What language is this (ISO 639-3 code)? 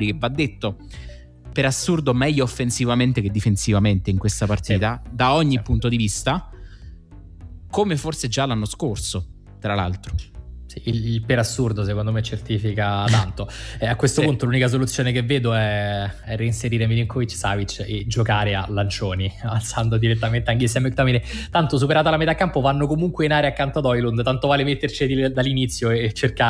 ita